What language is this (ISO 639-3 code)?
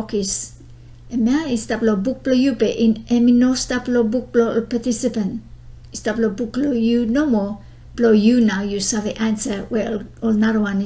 bis